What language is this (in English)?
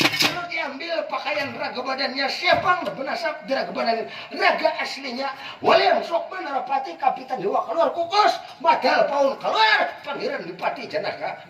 Banjar